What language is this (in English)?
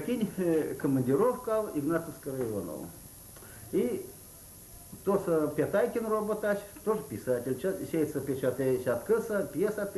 Erzya